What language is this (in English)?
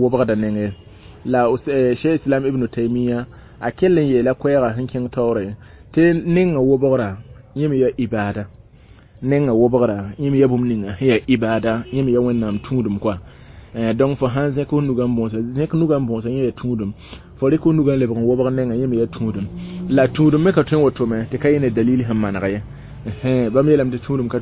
Mossi